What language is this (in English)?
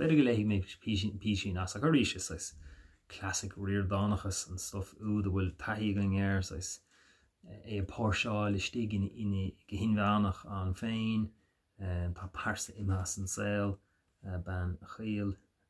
Irish